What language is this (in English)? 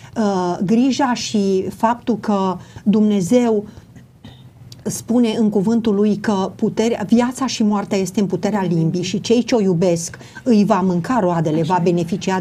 Romanian